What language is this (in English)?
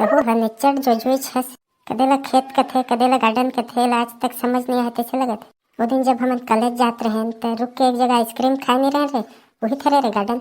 Chhattisgarhi